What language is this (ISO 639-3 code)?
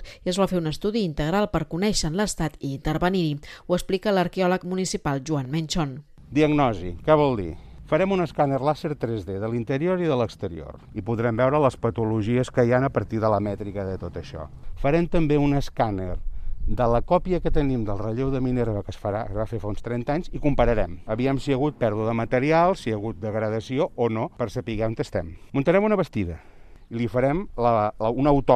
cat